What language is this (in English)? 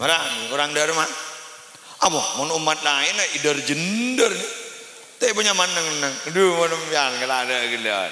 Madurese